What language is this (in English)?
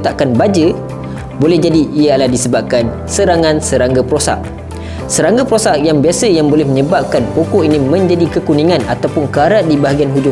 Malay